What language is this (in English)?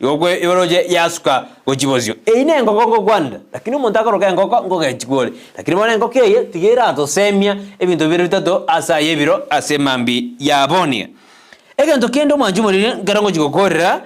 Gusii